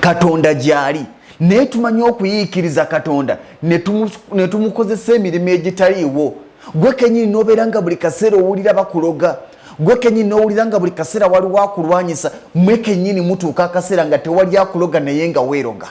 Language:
Ganda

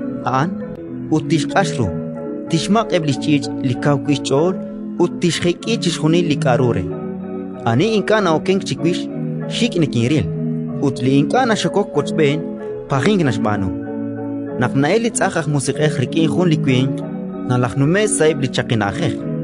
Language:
Kekchí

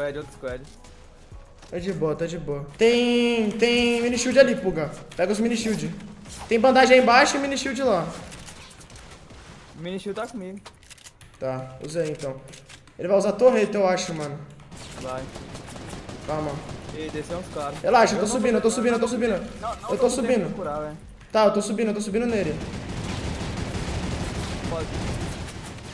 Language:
Portuguese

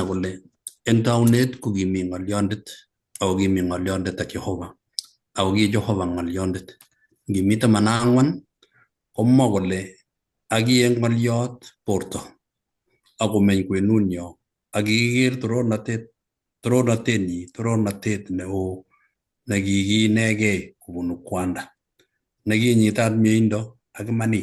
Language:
Kalenjin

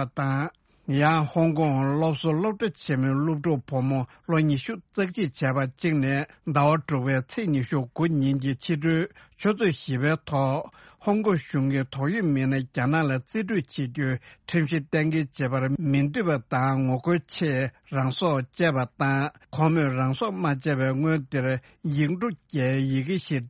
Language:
Tibetan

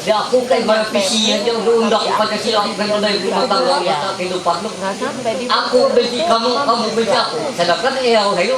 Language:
Ma'anyan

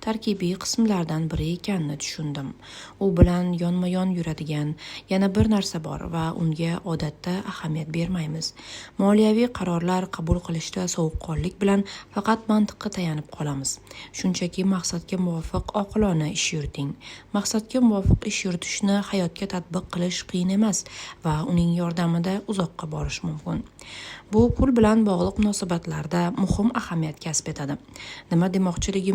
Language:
Uzbek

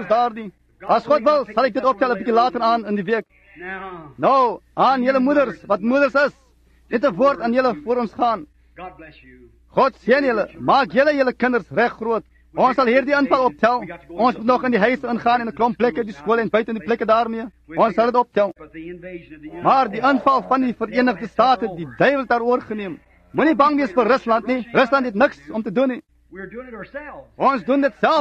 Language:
Afrikaans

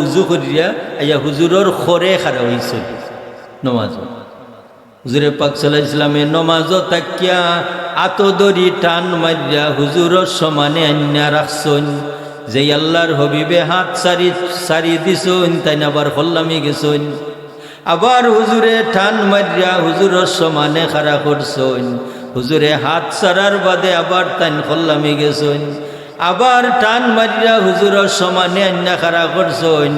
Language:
Sylheti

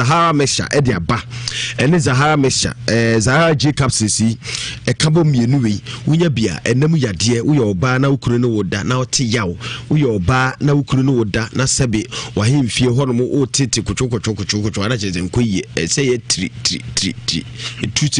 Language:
Akan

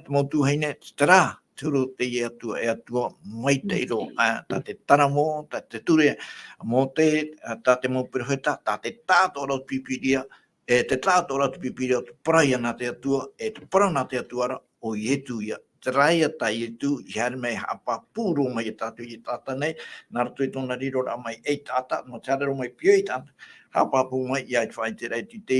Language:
Tahitian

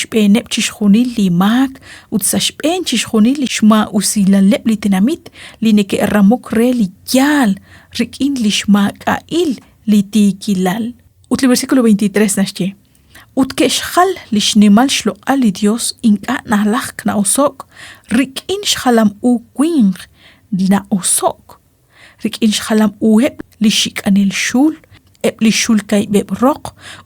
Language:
Kekchí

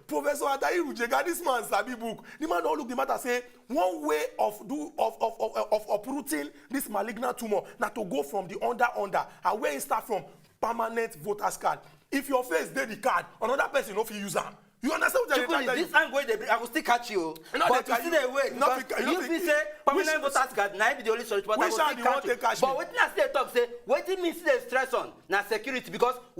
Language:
Nigerian Pidgin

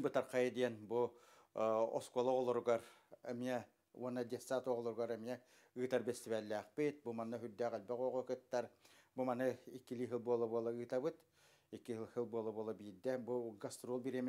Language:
Yakut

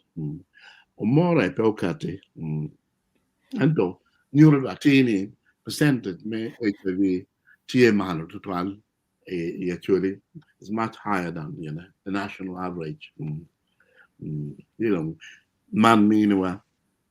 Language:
Acoli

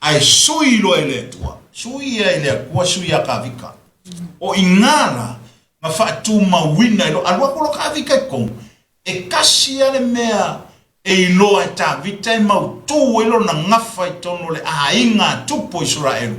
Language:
Samoan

